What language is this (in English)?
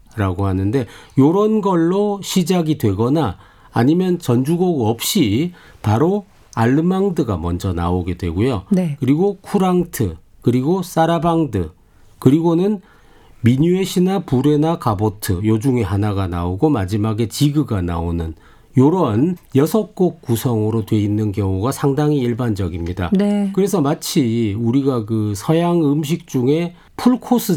Korean